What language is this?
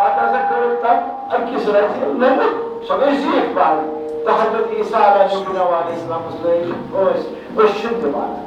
Kashmiri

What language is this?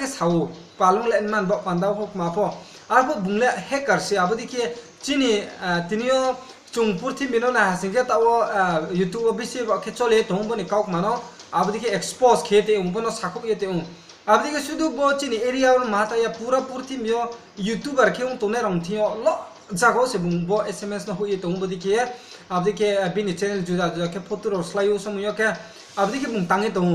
Riang (India)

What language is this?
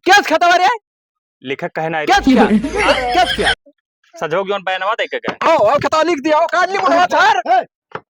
Awadhi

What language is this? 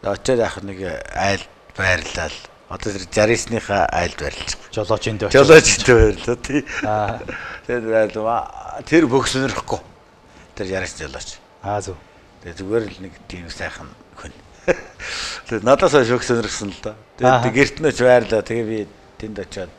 Mongolian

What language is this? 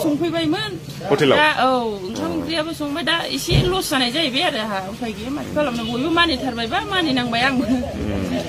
Bodo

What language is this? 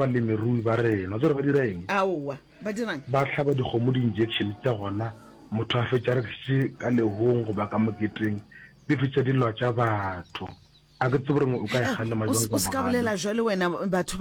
Northern Sotho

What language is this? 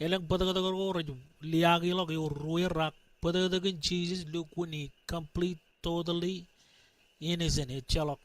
Marshallese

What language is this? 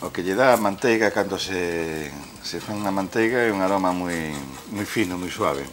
Galician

